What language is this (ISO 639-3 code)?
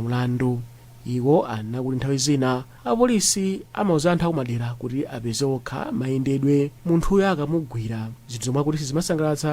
nya